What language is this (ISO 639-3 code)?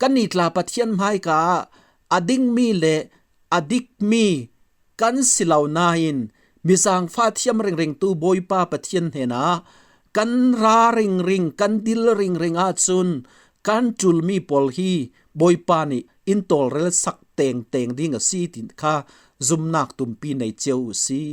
cfm